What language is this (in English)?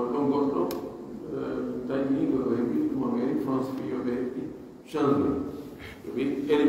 Pular